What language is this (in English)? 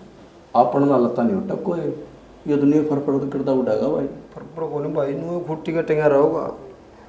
Haryanvi